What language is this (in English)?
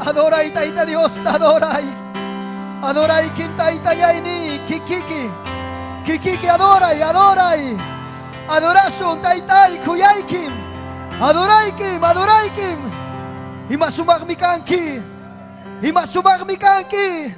Ayacucho Quechua